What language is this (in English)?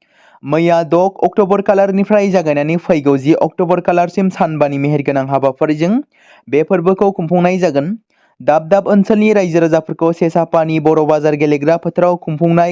Bodo